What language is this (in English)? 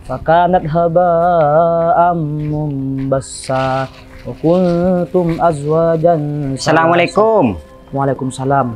Madurese